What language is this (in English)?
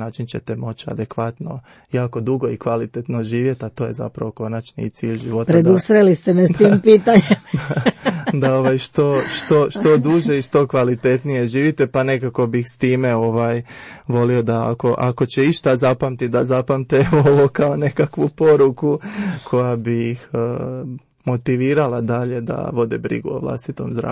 Croatian